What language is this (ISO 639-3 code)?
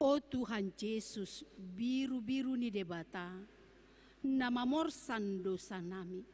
bbc